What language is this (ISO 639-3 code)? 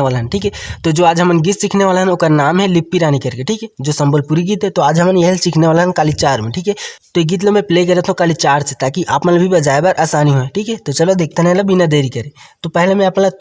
hne